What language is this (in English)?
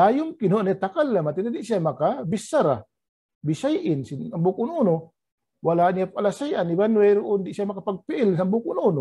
Tausug